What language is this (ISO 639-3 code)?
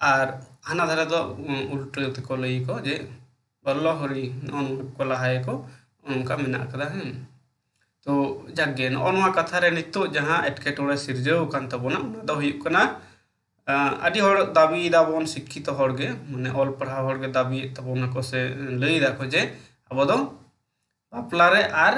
sat